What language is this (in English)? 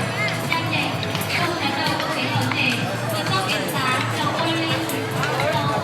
Hmong